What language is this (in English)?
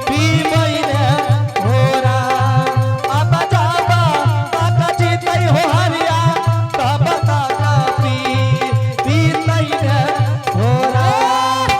Angika